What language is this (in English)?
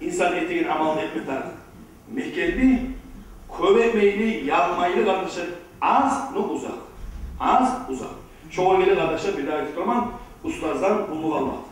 Kumyk